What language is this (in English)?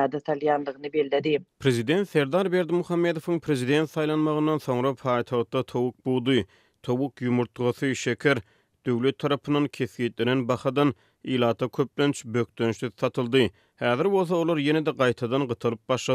Turkmen